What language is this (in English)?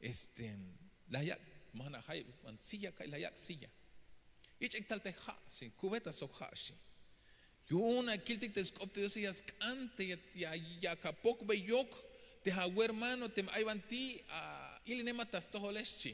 Tzeltal